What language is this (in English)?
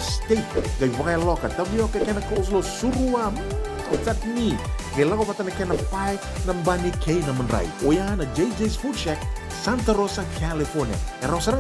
Fijian